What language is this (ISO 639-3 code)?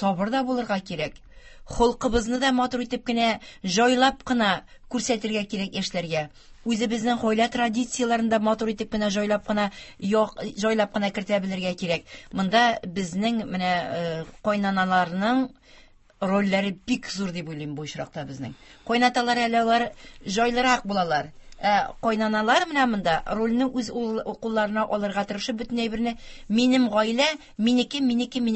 tat